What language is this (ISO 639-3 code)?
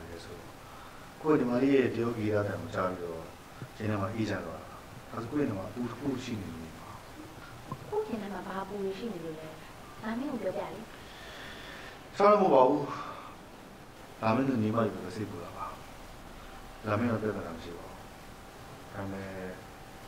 mya